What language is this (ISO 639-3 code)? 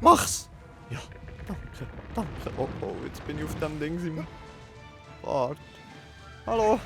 gsw